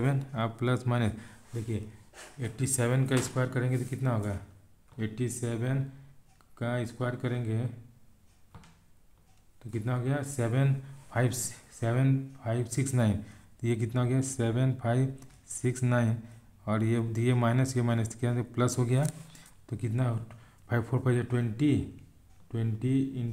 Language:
Hindi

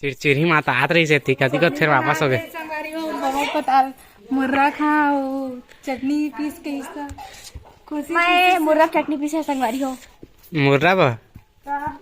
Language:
Chhattisgarhi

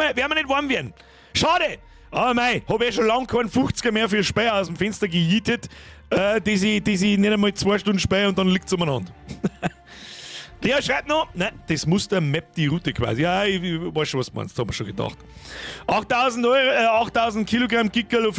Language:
Bavarian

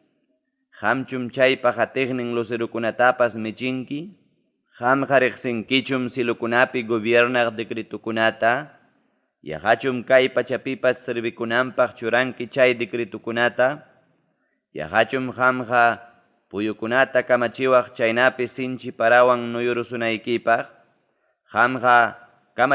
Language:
Ayacucho Quechua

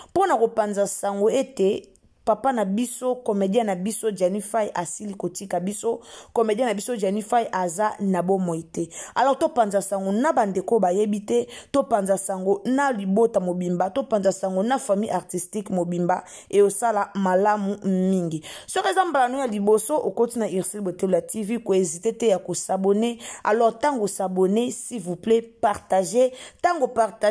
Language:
Lingala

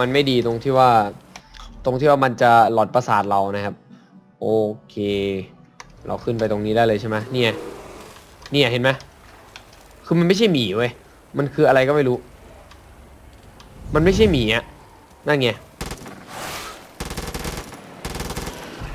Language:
Thai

